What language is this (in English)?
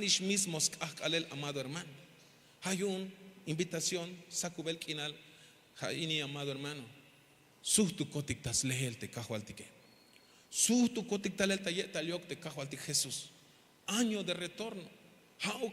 Tzeltal